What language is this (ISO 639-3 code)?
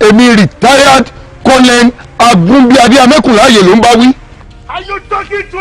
yor